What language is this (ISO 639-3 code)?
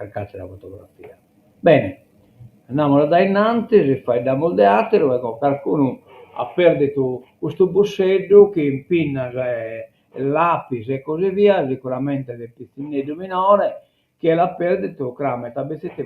srd